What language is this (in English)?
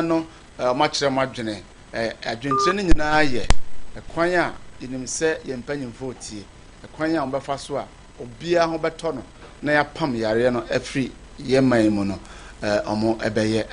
Akan